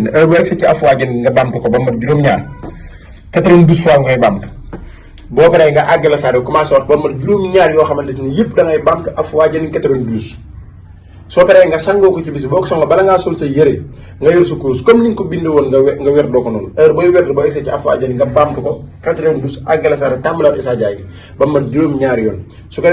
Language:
Wolof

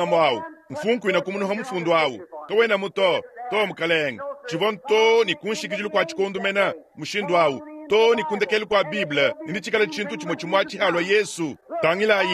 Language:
Luba-Lulua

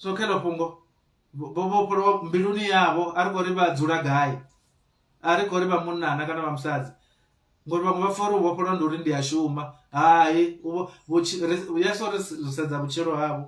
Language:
Venda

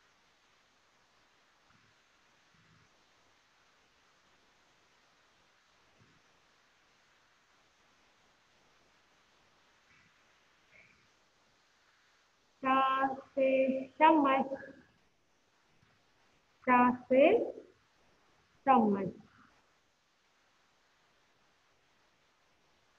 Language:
English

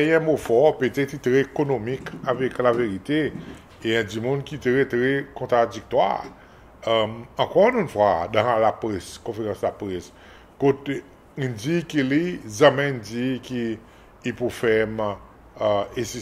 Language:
Seselwa Creole French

